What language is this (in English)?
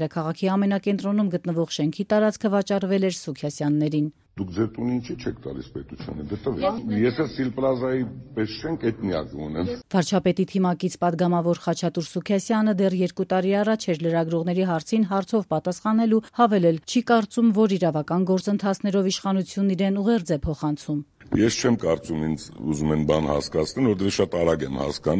Armenian